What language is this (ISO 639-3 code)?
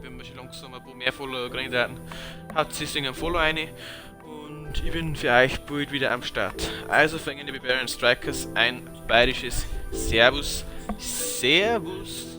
bar